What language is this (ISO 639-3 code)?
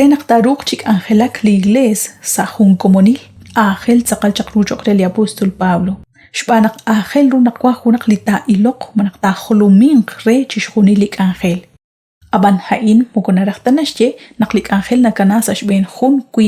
kek